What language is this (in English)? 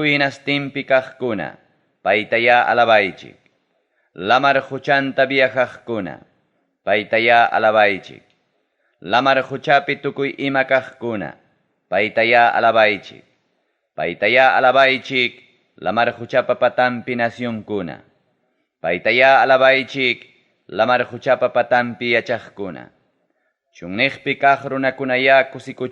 Ayacucho Quechua